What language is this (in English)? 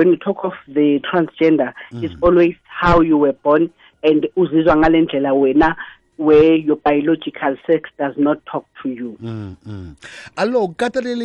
South Ndebele